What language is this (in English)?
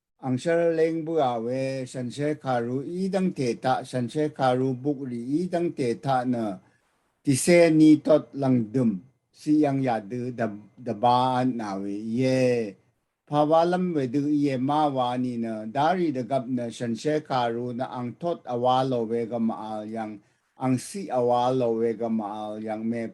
Rawang